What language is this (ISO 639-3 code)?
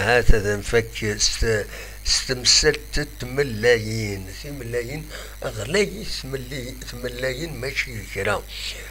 kab